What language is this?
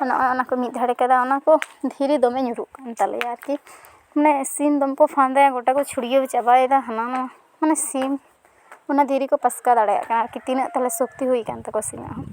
Santali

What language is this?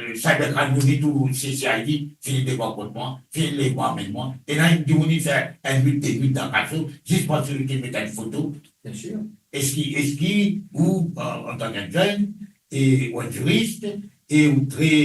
Morisyen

